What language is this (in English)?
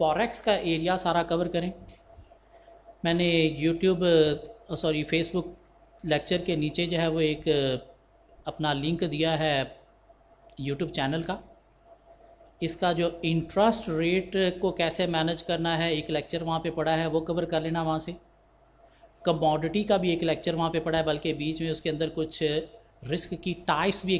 Hindi